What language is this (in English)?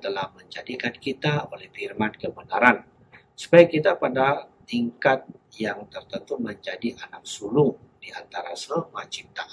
Indonesian